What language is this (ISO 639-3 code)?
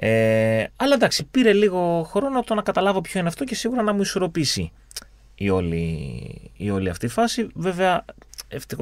ell